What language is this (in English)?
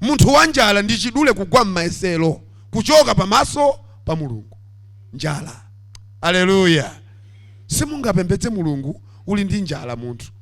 Nyanja